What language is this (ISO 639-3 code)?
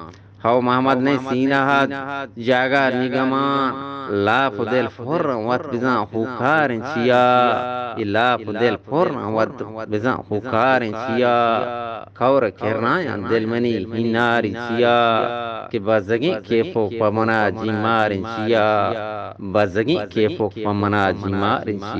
bgp